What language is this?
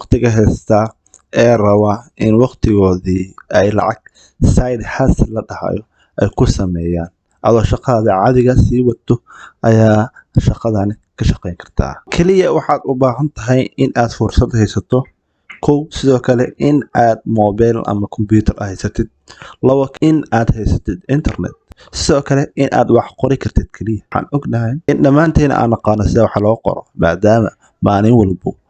Somali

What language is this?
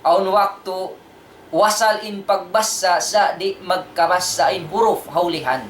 Tausug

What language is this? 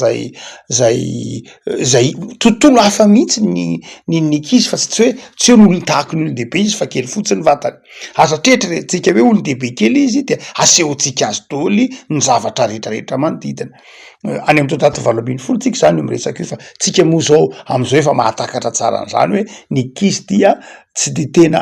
Malagasy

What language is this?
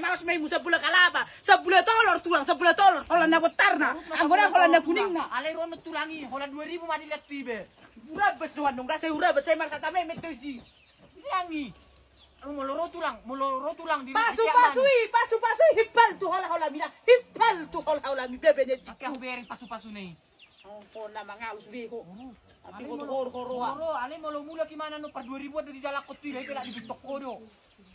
Batak Toba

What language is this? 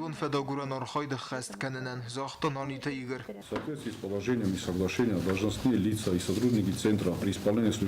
Ossetic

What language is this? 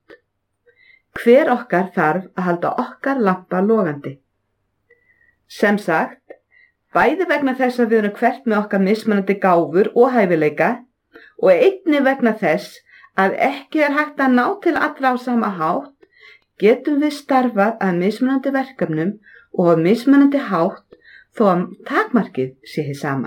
Icelandic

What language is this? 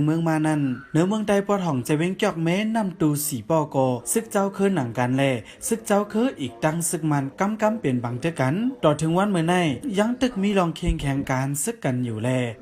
Shan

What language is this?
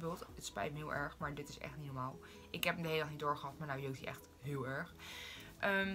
Dutch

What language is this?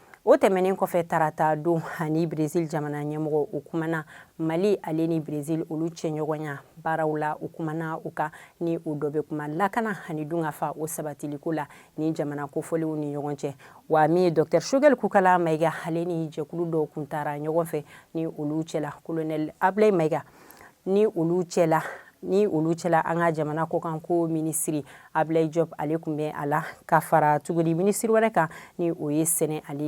Bambara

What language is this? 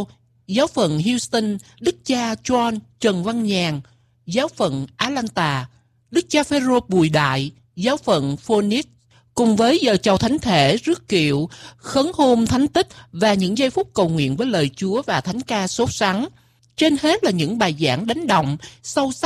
Vietnamese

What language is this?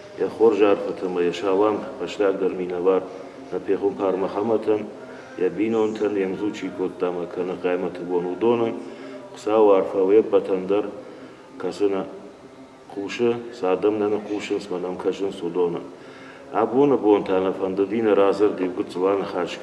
Ossetic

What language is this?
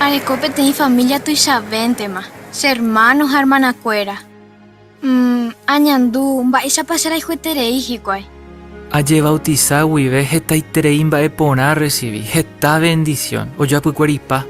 Guarani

